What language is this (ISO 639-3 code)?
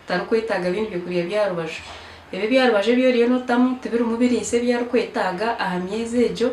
nyn